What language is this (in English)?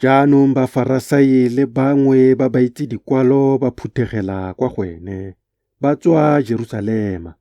Tswana